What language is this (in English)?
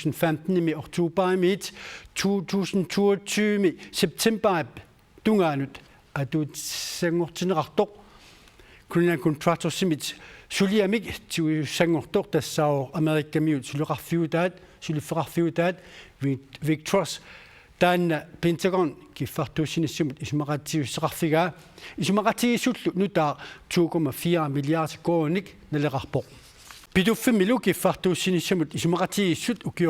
Kalaallisut